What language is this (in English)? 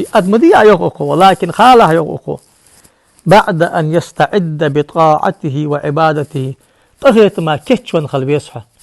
Ingush